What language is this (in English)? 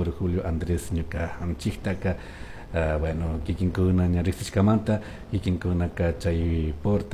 Chimborazo Highland Quichua